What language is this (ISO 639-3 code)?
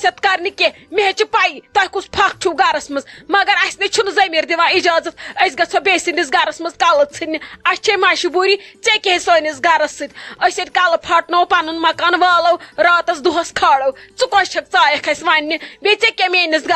kas